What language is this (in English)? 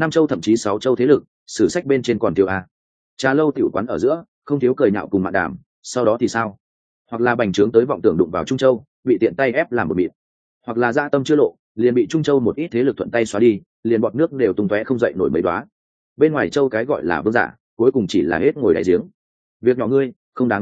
Vietnamese